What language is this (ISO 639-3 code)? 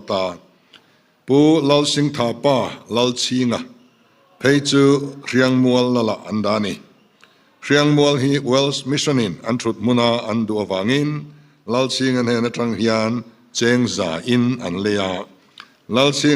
lus